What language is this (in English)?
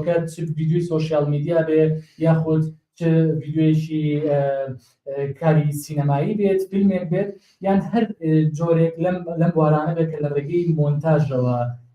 Central Kurdish